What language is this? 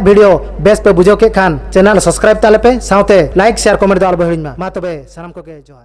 Santali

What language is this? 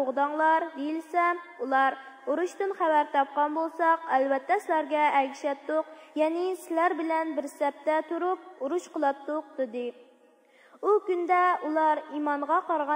Uyghur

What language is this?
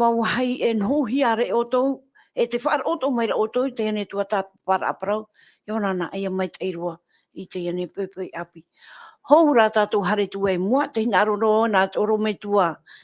Tahitian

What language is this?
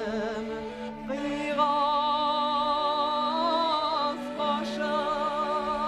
Bashkir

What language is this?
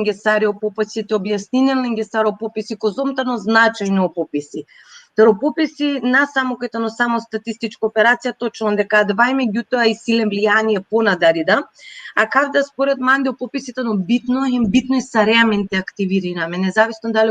Balkan Romani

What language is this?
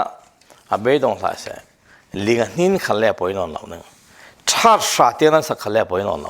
Falam Chin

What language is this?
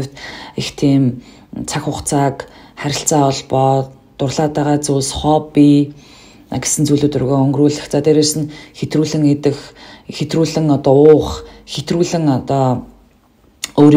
Mongolian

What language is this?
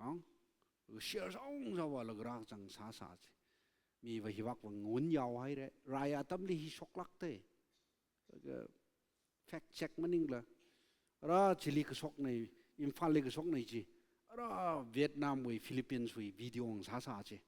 Tangkhul Naga (India)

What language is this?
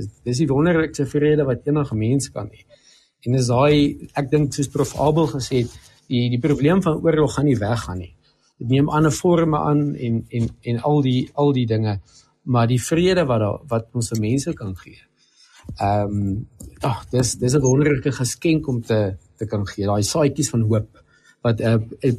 Afrikaans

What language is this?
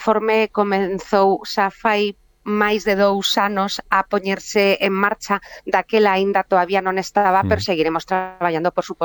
Galician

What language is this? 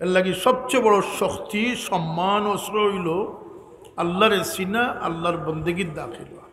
Sylheti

